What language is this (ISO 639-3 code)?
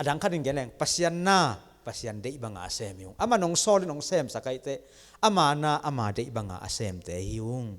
ctd